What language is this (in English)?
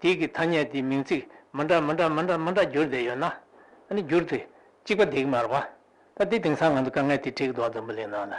Tibetan